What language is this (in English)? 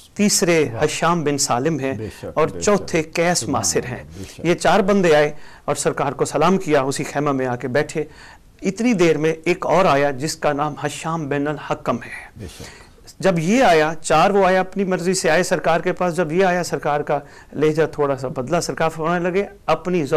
Urdu